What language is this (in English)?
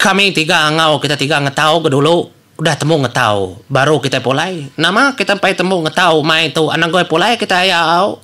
Iban